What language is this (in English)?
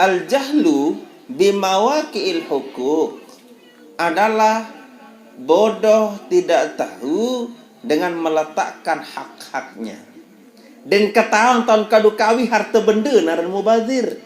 Sasak